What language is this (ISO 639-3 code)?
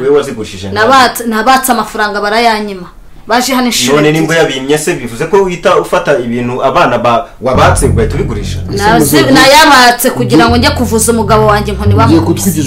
kin